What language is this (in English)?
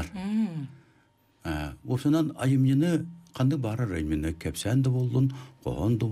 Yakut